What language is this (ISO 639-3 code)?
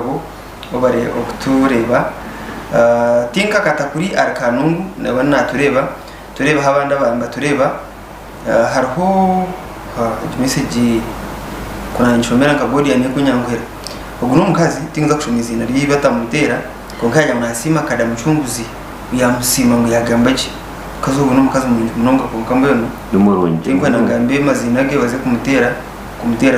nyn